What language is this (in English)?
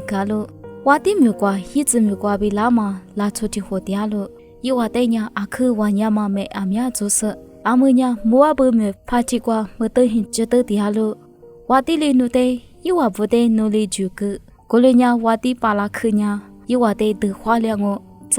Lisu